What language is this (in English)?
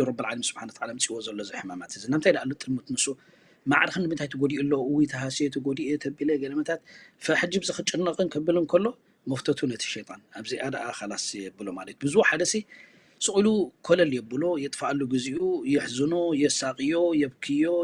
Tigrinya